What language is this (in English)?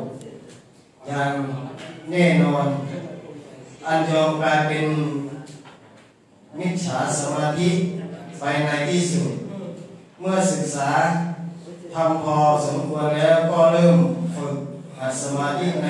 Thai